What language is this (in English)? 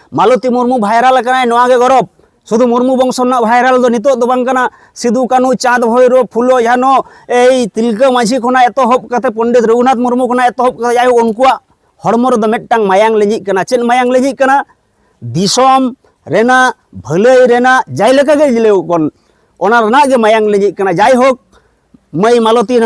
Santali